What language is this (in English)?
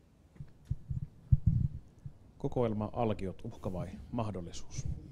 Finnish